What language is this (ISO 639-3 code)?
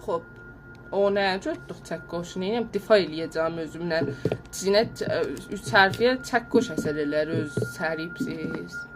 azb